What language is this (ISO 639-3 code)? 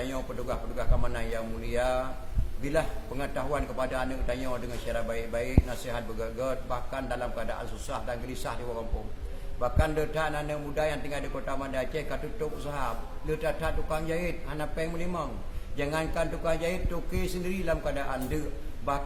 ace